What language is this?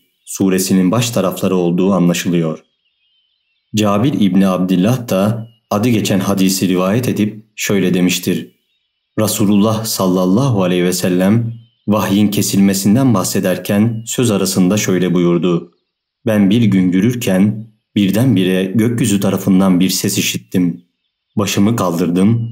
Turkish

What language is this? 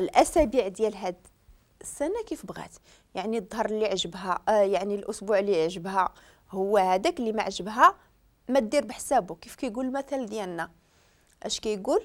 Moroccan Arabic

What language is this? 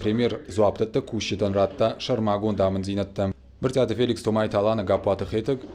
Ossetic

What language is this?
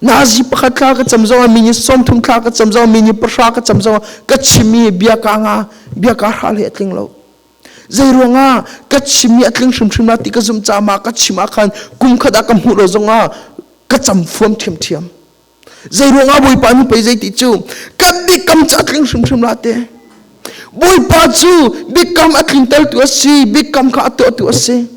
Hakha Chin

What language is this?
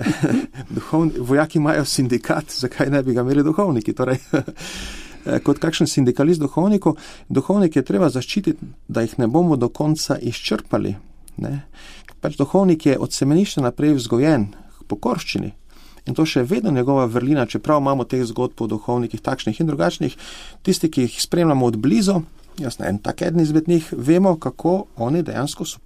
Slovenian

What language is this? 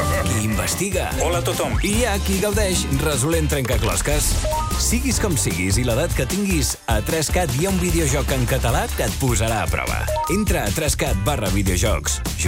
Catalan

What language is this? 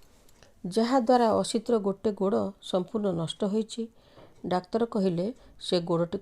Odia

